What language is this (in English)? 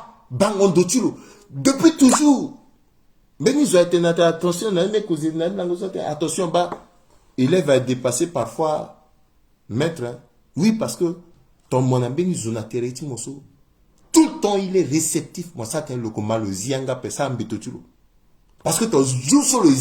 Sango